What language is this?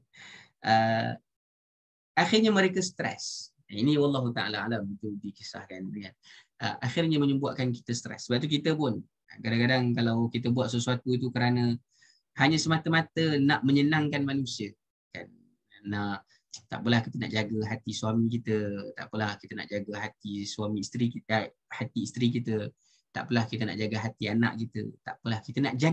Malay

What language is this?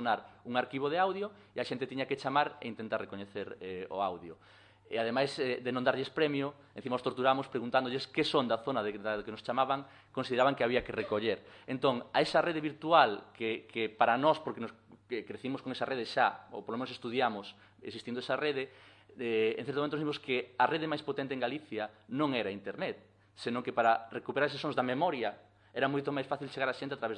Galician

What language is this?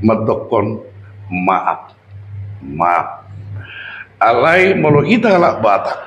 Batak Toba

